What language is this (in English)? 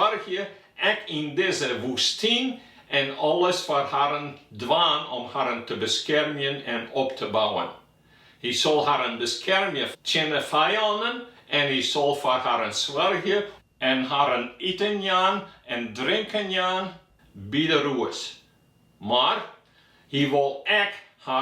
Western Frisian